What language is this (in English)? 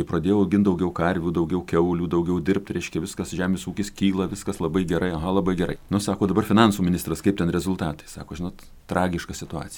Lithuanian